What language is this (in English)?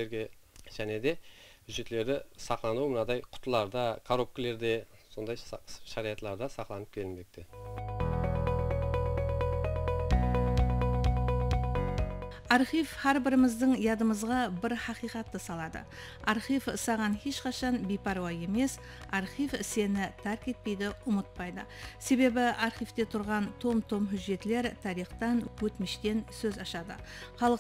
Kara-Kalpak